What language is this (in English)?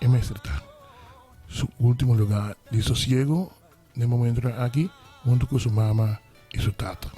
Papiamento